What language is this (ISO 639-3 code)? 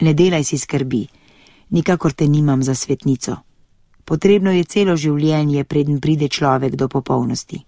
slv